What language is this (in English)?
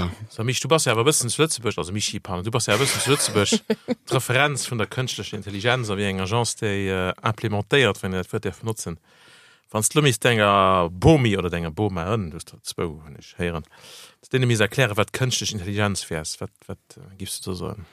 Luxembourgish